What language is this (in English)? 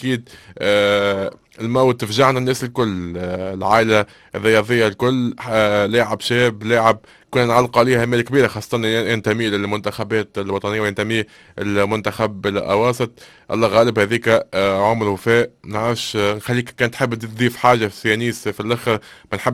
Tunisian Arabic